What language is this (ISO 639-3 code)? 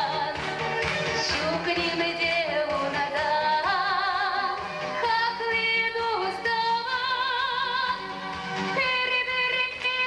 chv